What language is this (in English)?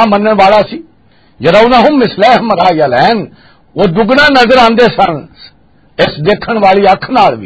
Western Panjabi